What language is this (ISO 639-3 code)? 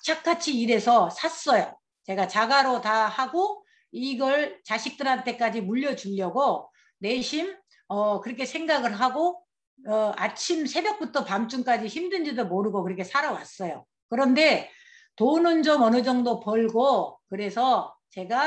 kor